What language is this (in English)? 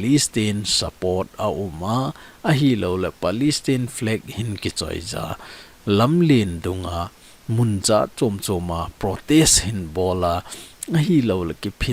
Thado Chin